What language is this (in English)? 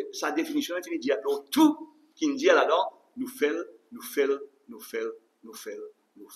Morisyen